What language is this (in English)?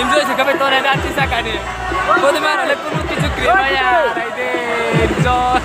Riang (India)